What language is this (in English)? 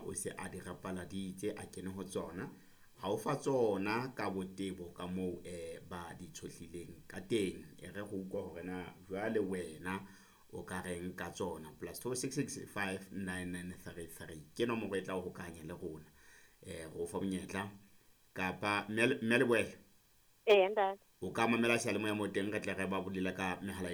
Southern Sotho